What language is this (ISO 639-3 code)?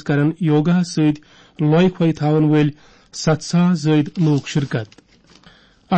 kas